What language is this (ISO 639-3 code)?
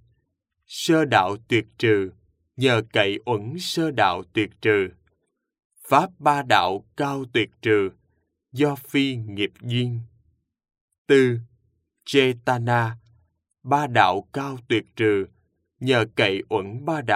vie